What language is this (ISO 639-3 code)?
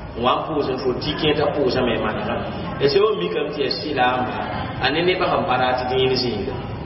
mos